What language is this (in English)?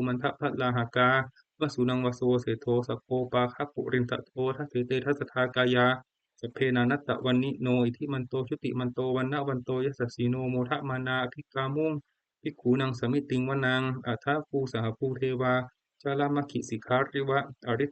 Pali